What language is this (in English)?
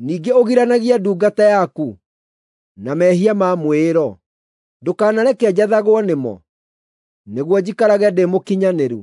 Kikuyu